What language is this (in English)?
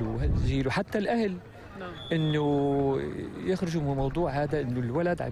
North Levantine Arabic